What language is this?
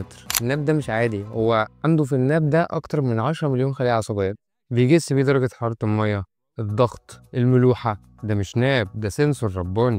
Egyptian Arabic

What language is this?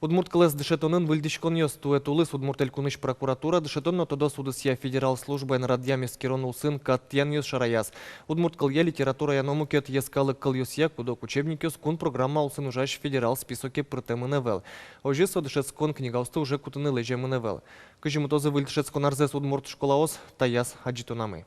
Udmurt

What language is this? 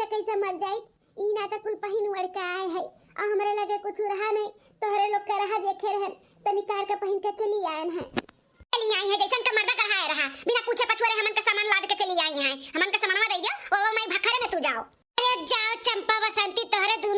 Awadhi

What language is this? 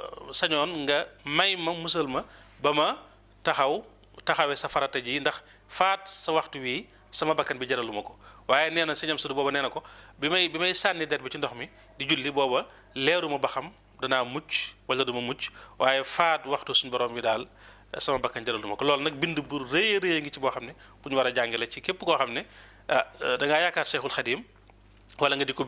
Wolof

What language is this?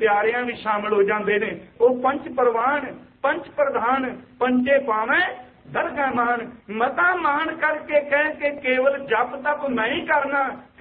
Punjabi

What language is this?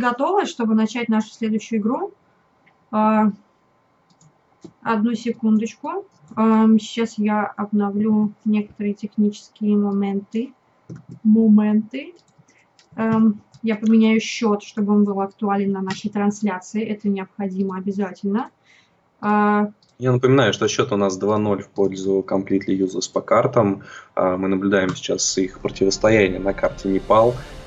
Russian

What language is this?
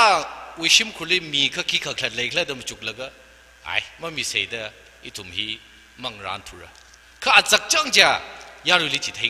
Tangkhul Naga (India)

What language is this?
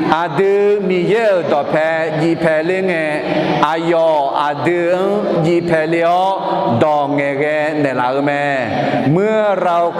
Akha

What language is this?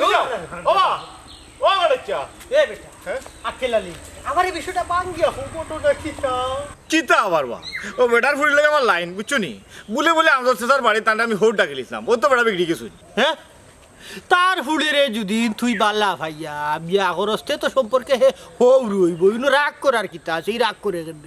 Sylheti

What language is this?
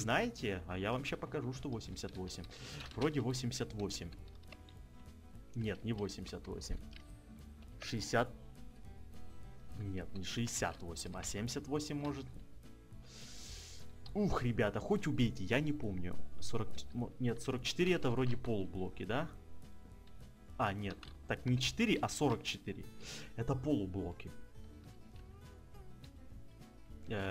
Russian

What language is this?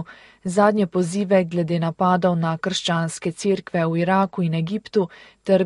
Slovenian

